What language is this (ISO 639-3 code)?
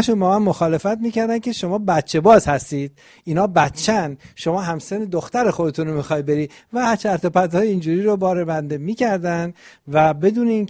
fas